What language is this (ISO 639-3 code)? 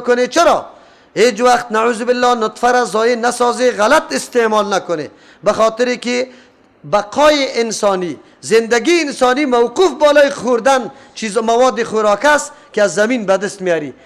fas